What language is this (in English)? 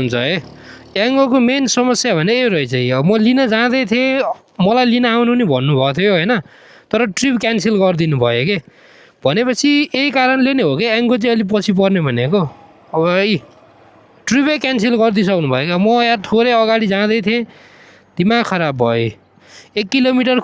Nepali